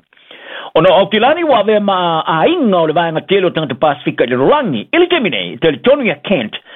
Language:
Samoan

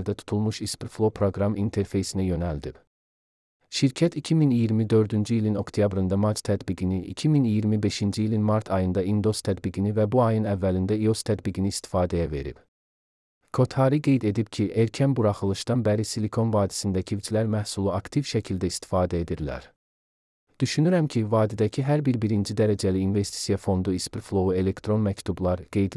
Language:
Azerbaijani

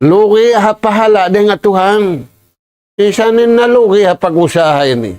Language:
Tausug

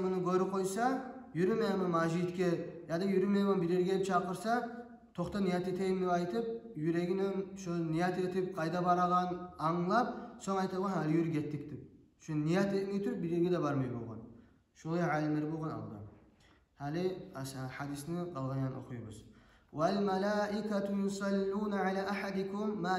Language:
Kumyk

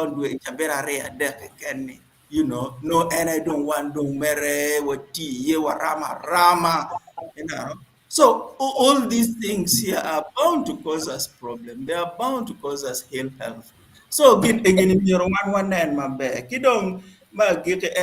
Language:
Acoli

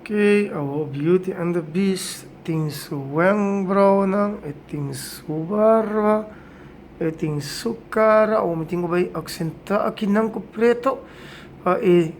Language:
Papiamento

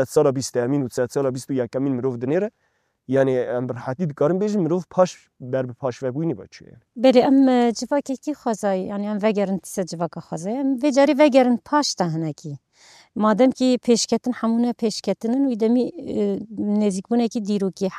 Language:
Kurdish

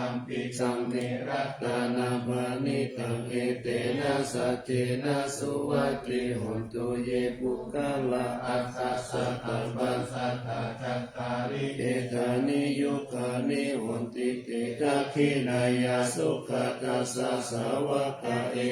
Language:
Pali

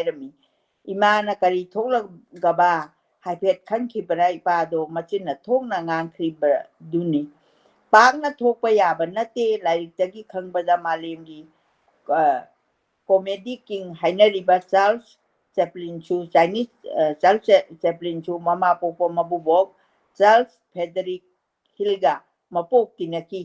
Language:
Manipuri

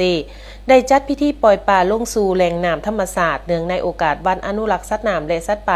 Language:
Lao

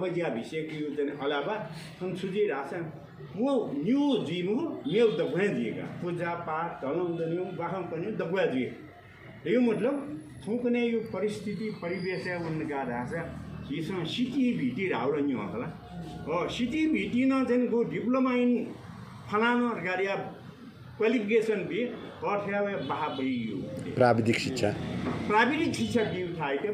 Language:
Nepali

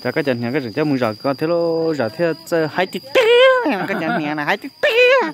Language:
Hmong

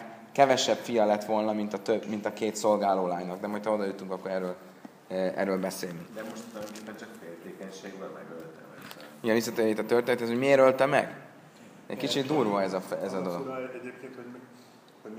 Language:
Hungarian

